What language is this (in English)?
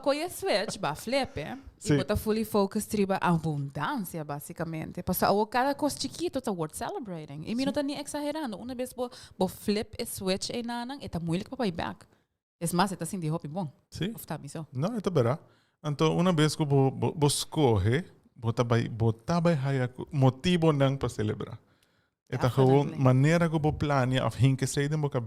Papiamento